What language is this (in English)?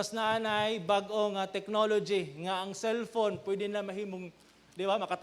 Cebuano